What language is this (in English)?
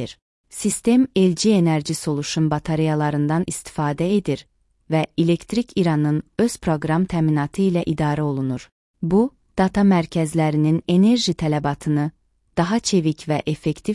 Azerbaijani